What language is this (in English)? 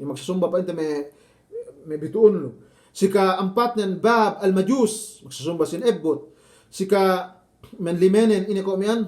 Yakan